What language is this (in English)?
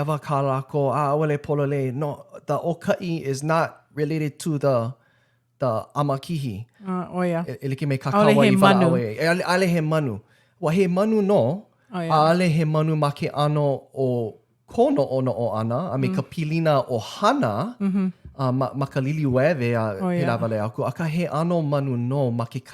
Hawaiian